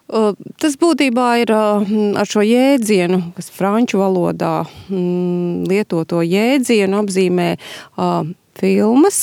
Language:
Latvian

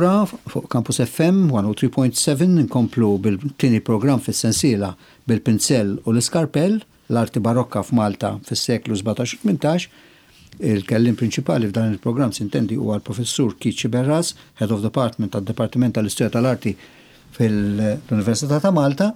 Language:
Maltese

